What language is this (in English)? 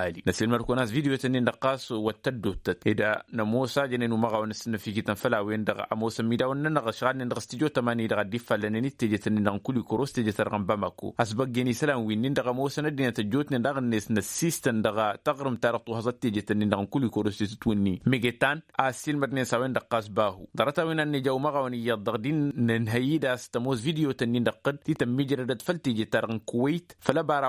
Tamasheq